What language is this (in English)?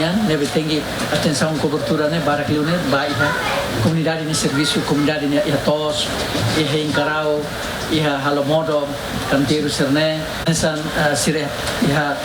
Tetum